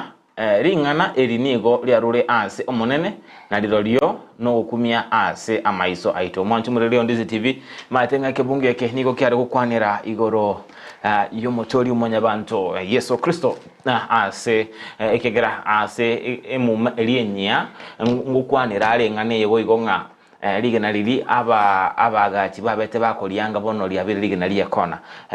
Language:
Gusii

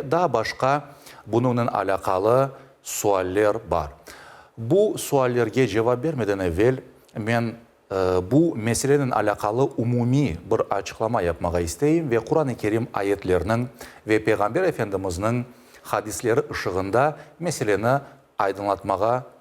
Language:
Crimean Tatar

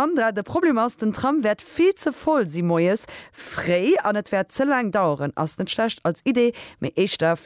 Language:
Luxembourgish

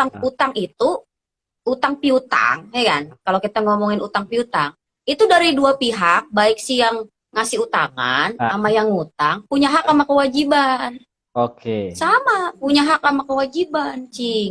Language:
Betawi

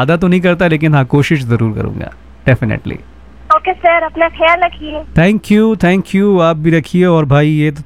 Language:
Hindi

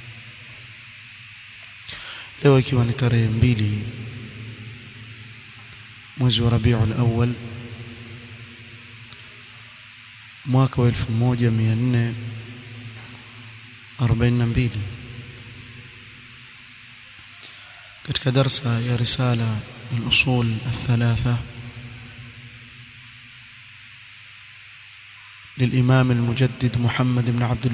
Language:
Swahili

